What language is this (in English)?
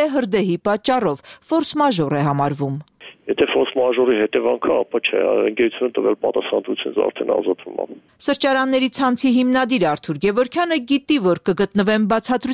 Armenian